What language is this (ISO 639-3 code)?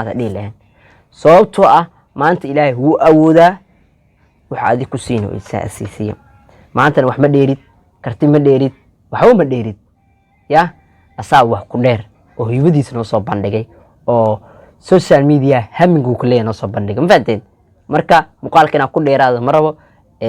som